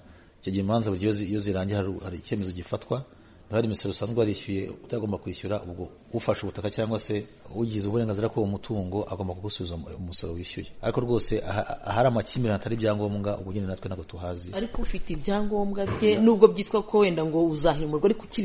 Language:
Kinyarwanda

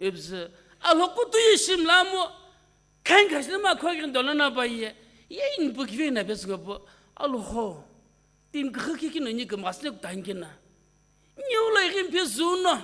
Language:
Sumi Naga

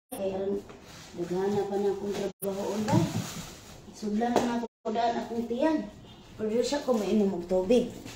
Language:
Cebuano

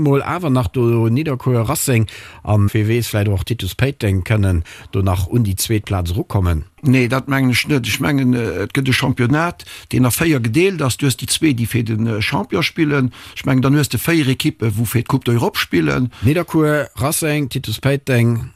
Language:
Luxembourgish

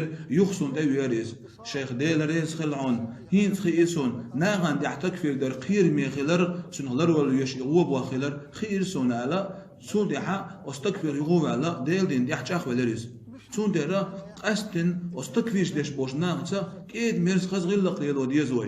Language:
Chechen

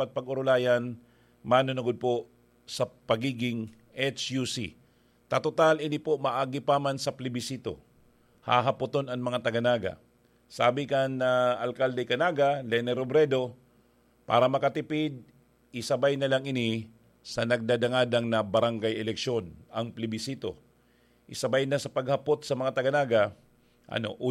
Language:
Bikol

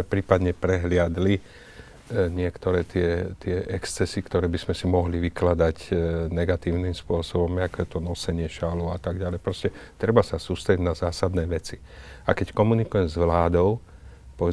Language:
Slovak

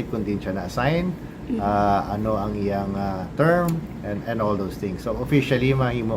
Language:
Hiligaynon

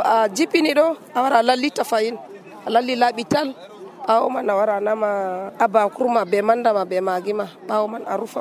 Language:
Nigerian Fulfulde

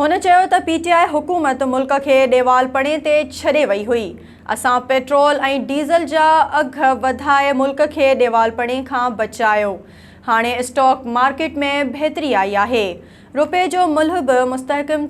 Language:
Sindhi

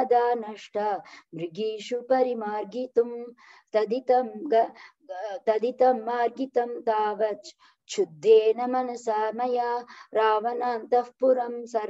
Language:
Sanskrit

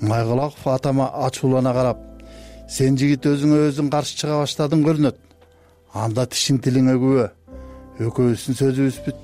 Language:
Kyrgyz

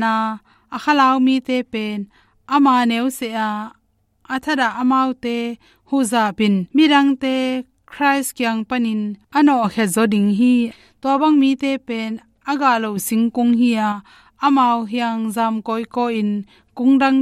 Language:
Tedim Chin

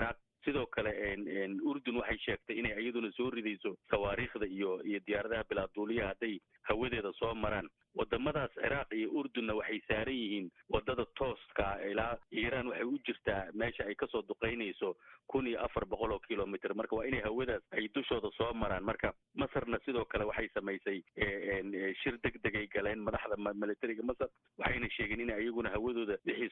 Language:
Somali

